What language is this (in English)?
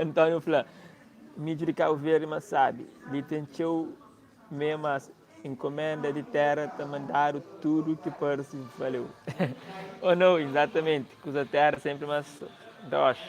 Kabuverdianu